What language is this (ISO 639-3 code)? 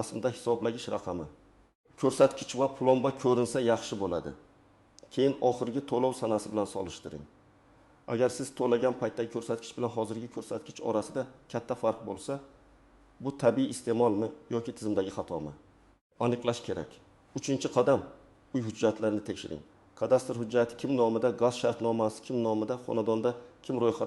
uzb